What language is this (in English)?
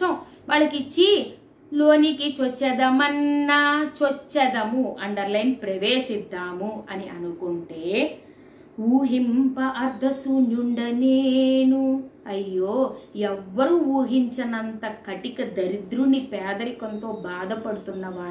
Telugu